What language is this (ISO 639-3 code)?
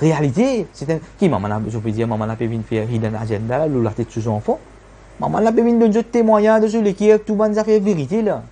mfe